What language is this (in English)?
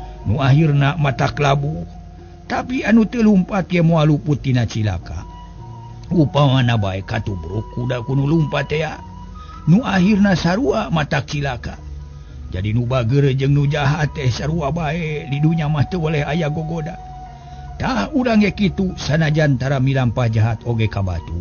Sundanese